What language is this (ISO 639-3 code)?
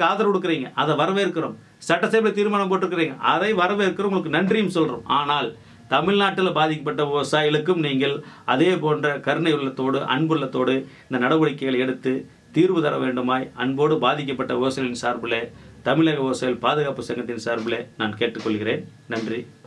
tam